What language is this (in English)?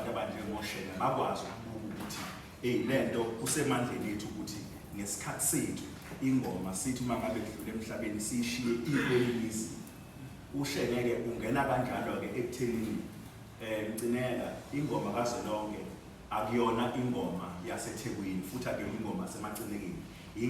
Zulu